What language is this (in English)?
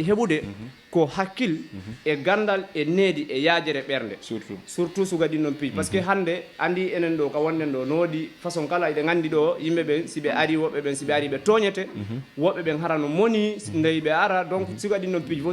Fula